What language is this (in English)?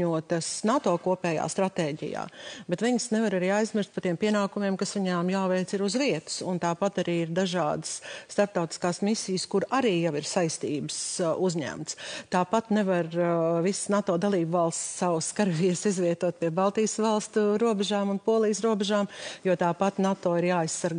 Latvian